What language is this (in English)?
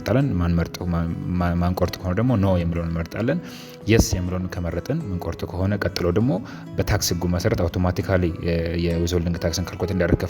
Amharic